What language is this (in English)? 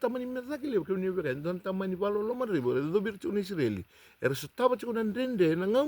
Fijian